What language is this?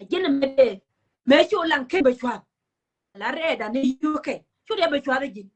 Nuer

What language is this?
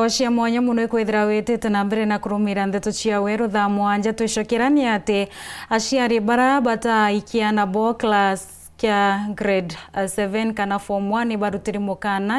Meru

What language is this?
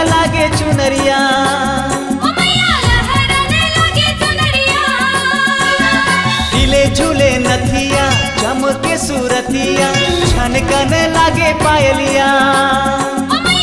Chhattisgarhi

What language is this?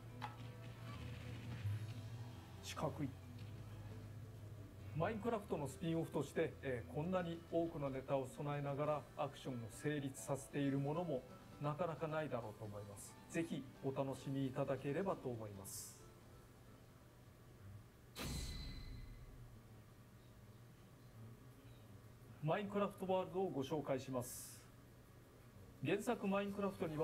Japanese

